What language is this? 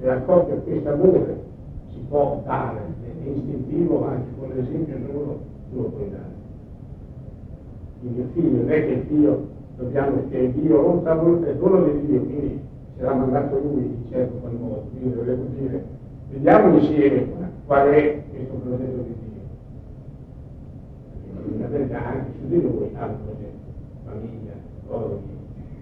Italian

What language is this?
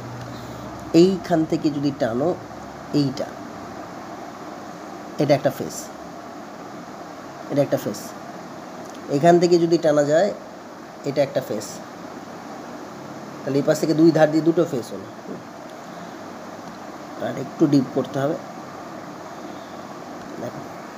Bangla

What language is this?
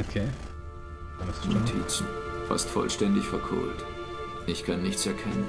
Swiss German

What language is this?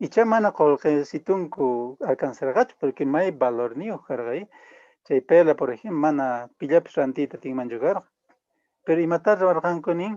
Quechua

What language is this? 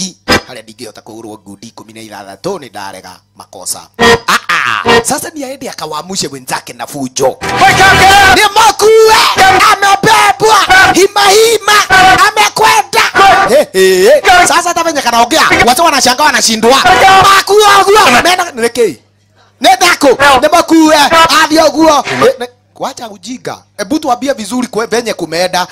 Swahili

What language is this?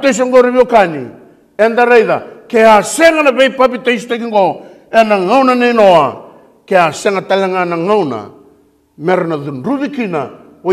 Fijian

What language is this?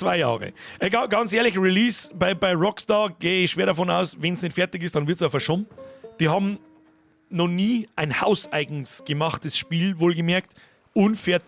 Bavarian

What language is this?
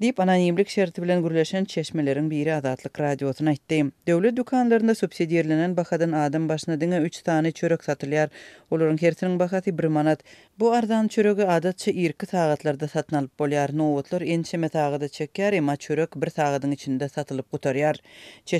Turkmen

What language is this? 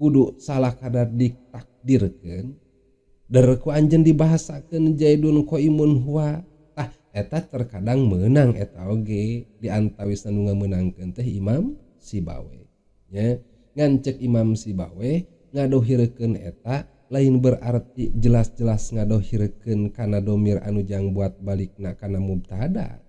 Sundanese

